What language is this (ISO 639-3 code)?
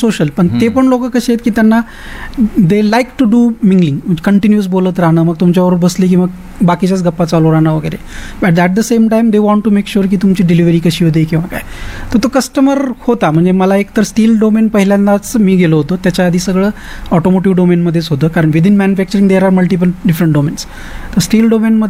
mar